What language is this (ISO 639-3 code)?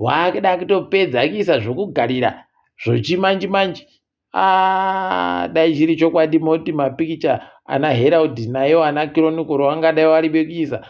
ndc